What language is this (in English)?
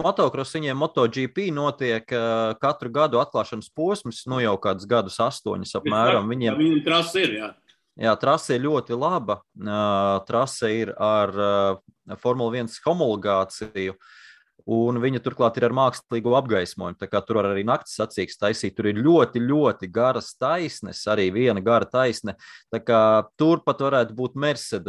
Latvian